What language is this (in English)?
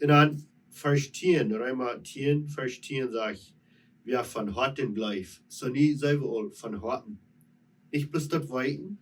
Plautdietsch